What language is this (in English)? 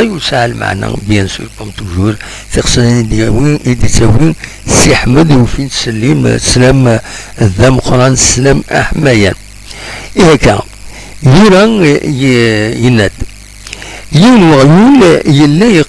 Kabyle